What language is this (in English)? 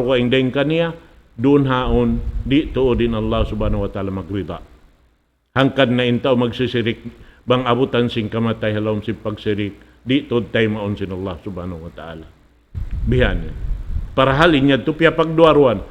Tausug